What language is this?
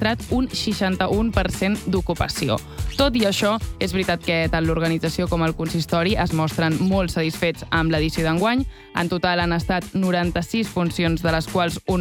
Catalan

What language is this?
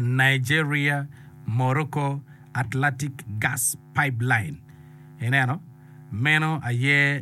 Acoli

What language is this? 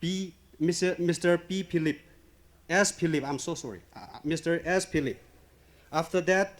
Tangkhul Naga (India)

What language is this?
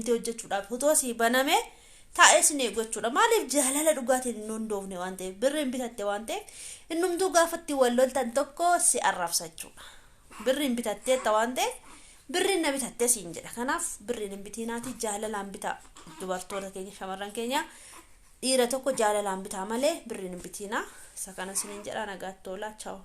Oromo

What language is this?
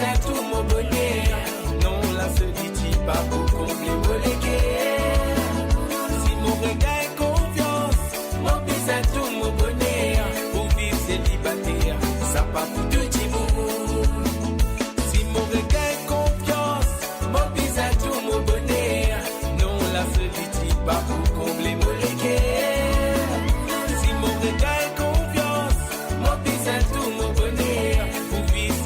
Morisyen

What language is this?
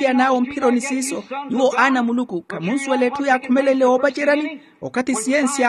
Makhuwa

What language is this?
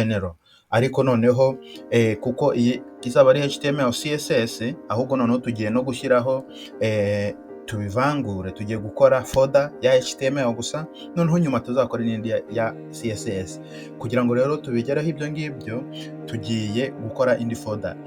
Kinyarwanda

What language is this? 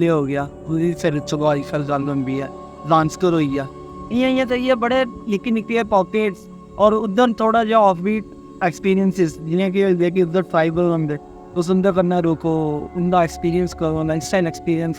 Dogri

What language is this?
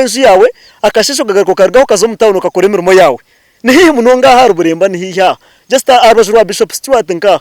Nyankole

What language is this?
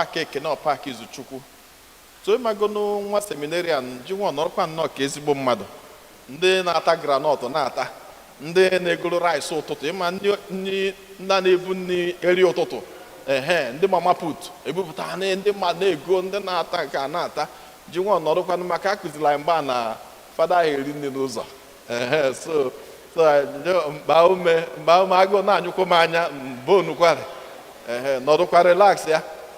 Igbo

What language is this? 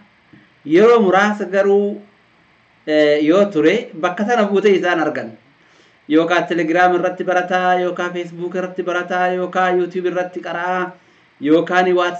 Oromo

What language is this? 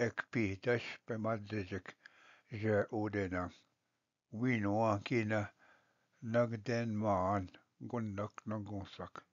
Ojibwa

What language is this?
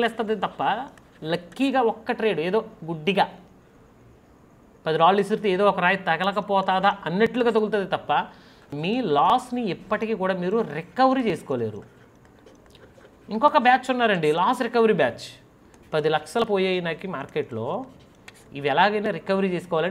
Telugu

